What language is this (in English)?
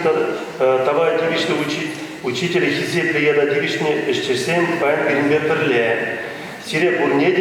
Chuvash